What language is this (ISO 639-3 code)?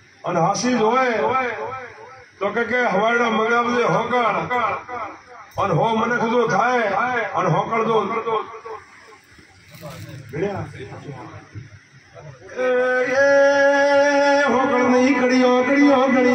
guj